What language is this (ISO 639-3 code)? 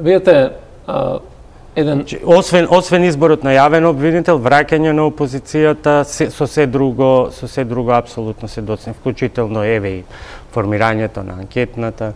mkd